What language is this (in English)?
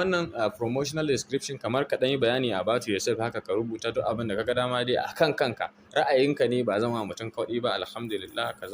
Hausa